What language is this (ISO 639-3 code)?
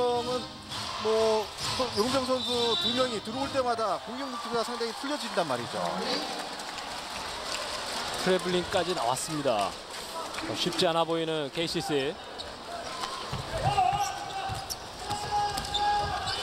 kor